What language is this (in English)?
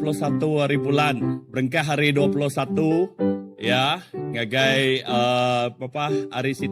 Iban